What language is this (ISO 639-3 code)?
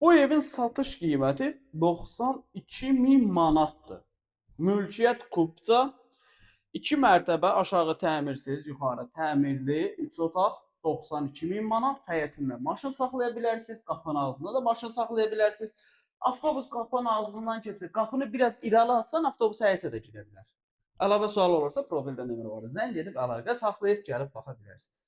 aze